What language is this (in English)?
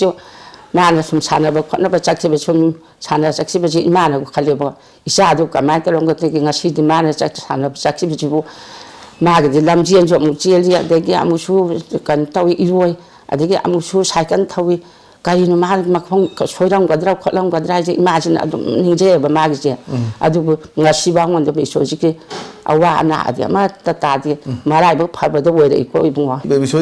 Manipuri